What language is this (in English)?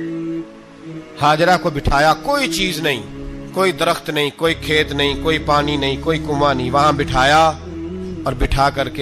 Urdu